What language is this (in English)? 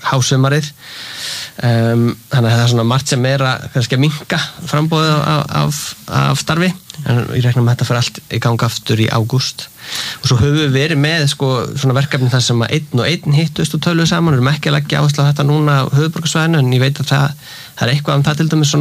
Icelandic